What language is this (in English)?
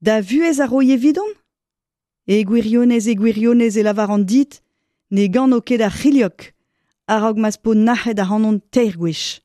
Breton